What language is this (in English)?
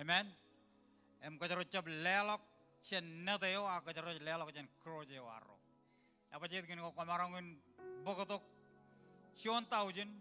Marshallese